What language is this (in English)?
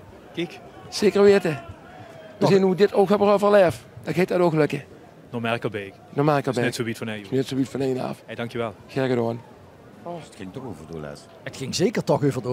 Limburgish